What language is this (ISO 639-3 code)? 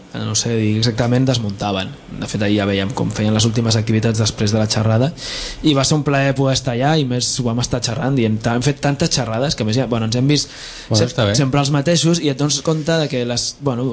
cat